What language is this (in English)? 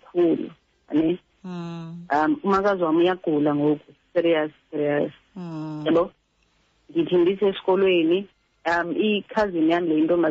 Xhosa